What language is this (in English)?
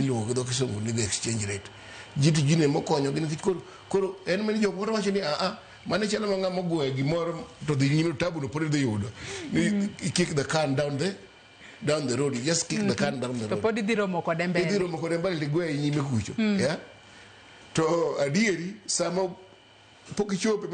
Luo (Kenya and Tanzania)